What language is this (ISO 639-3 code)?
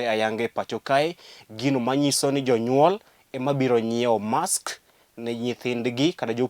luo